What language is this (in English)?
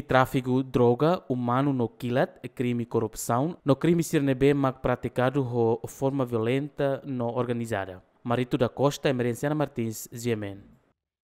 Tetum